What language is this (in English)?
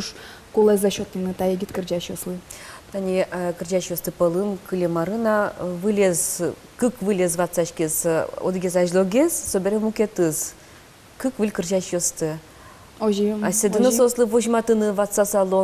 Udmurt